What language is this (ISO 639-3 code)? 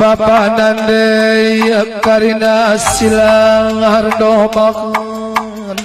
btx